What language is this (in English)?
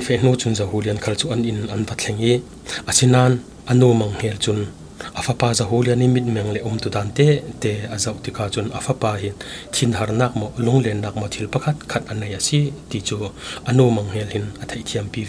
Falam Chin